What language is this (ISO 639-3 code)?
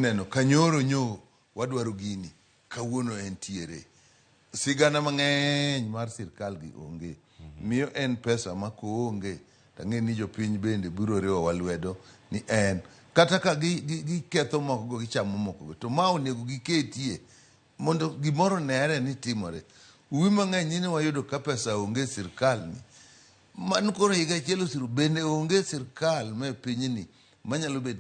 luo